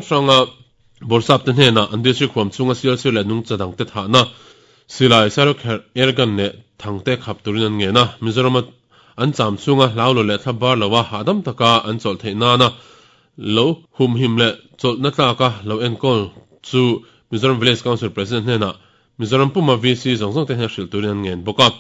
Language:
Mizo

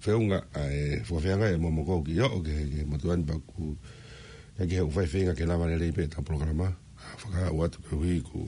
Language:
Tongan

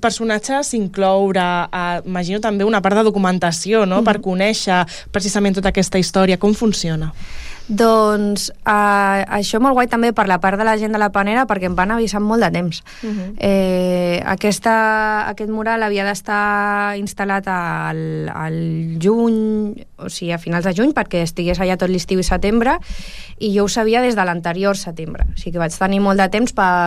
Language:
Catalan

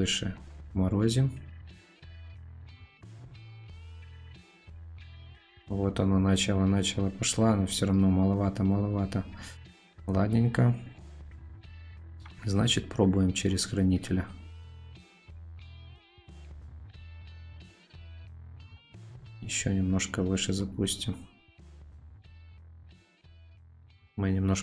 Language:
Russian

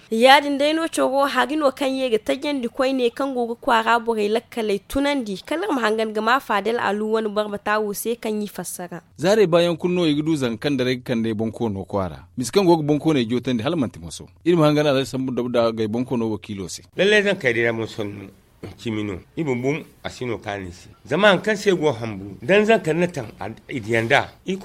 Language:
Zarma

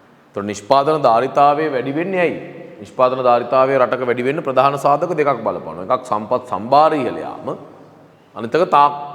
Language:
Sinhala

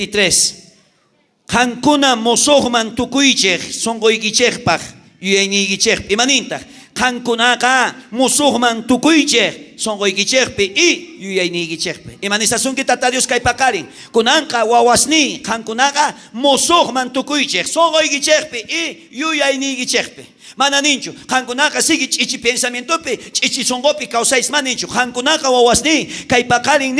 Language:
South Bolivian Quechua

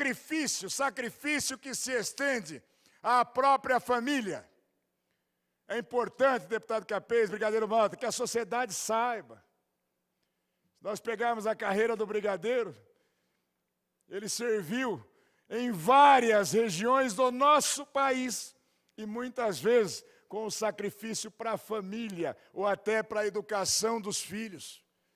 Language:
Portuguese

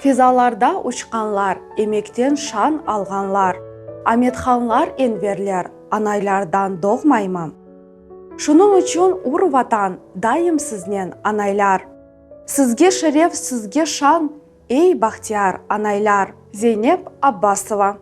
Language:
Crimean Tatar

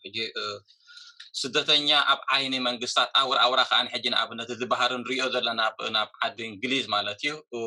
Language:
Tigrinya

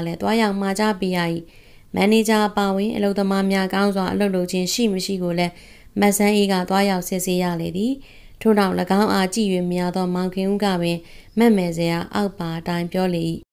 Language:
Burmese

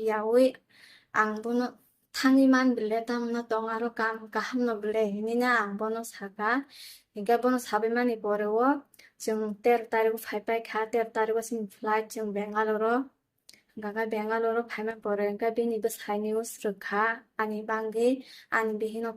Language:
Kok Borok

